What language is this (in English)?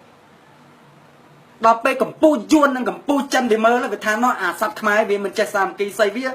Khmer